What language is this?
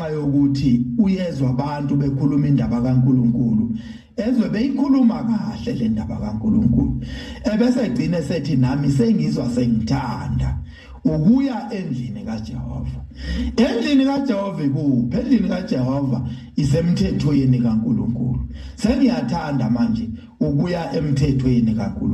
Zulu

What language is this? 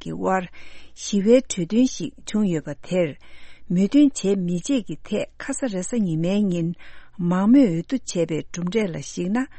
Tibetan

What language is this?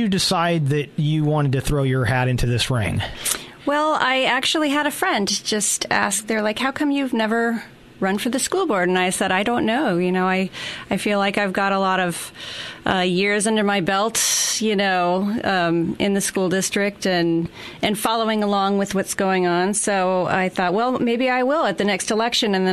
English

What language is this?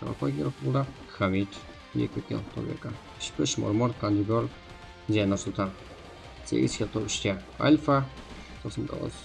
Kara-Kalpak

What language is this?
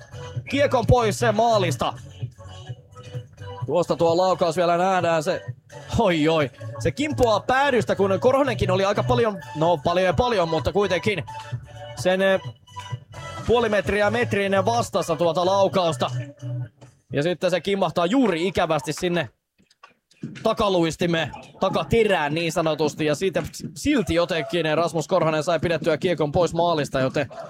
Finnish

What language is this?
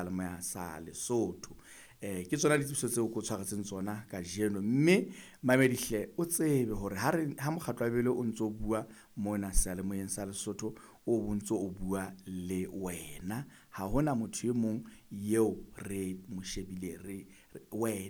Southern Sotho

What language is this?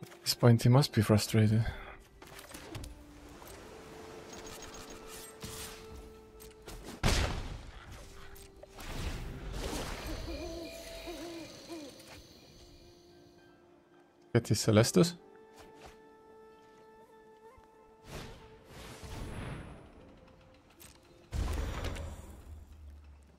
English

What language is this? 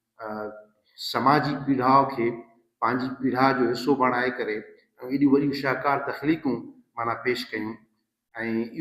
Sindhi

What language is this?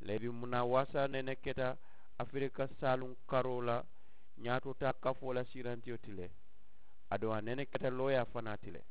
Mandingo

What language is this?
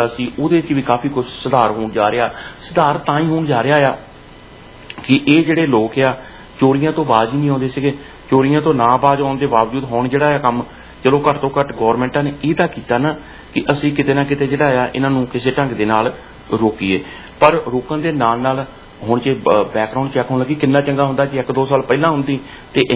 Punjabi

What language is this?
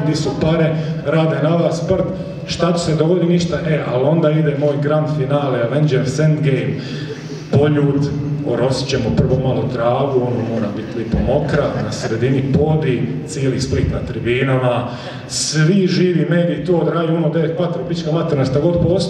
Croatian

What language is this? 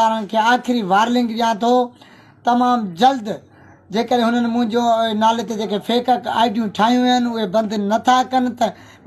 Sindhi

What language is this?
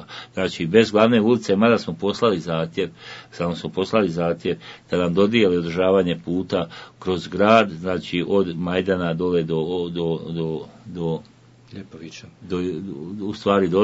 Bosnian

